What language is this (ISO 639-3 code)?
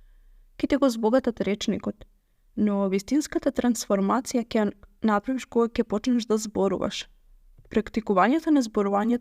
mkd